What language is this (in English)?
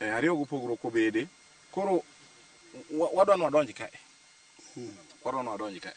Luo (Kenya and Tanzania)